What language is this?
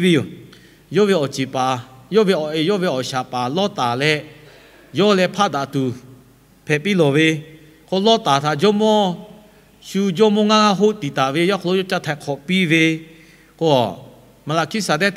Lahu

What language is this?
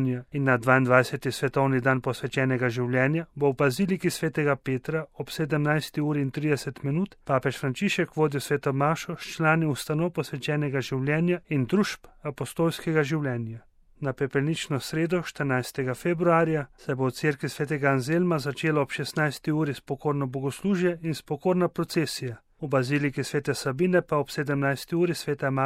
Slovenian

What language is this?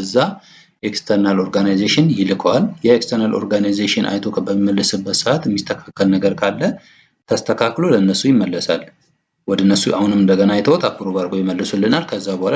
Amharic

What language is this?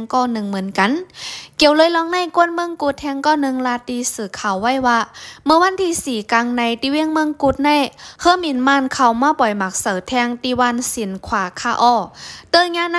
Shan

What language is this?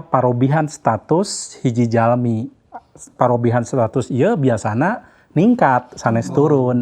Sundanese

